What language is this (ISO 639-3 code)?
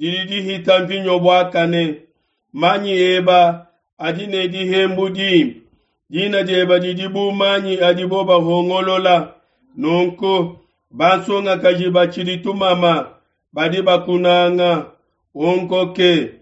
lua